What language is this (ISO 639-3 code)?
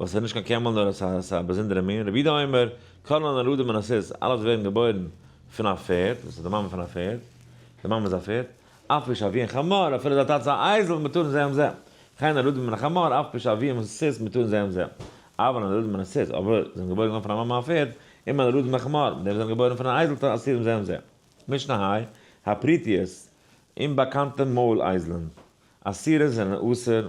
yid